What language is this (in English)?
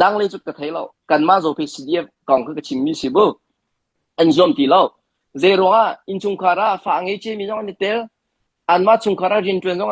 Hakha Chin